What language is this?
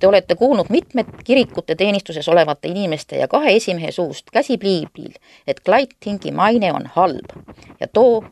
Estonian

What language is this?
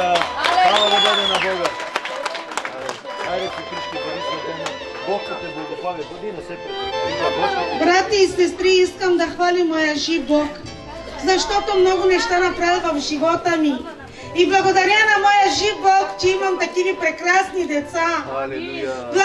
Bulgarian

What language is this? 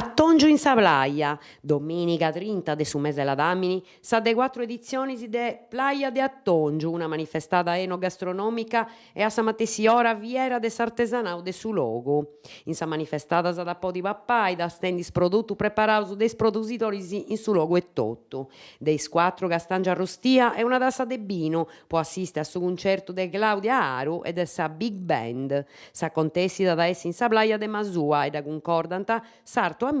Sardinian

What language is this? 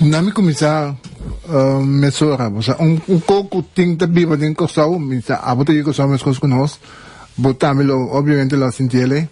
Papiamento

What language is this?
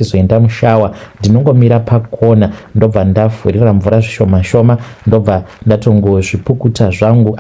Shona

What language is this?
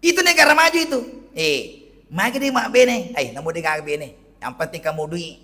Buginese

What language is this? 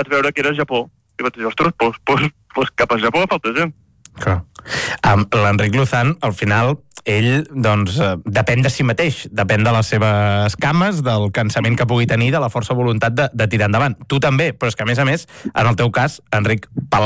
Catalan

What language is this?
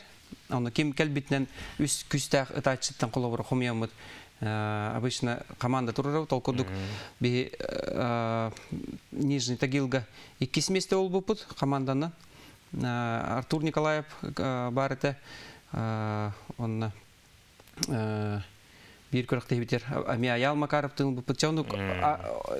Yakut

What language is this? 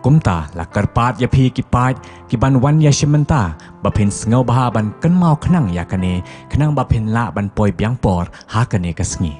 Khasi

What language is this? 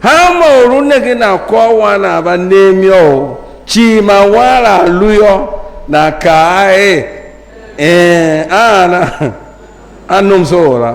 Tiv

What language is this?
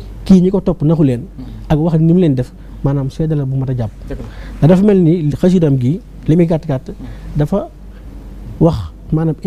Wolof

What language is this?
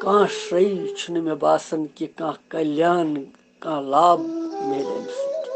Kashmiri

